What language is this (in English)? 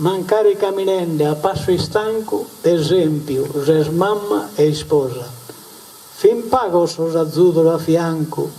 Sardinian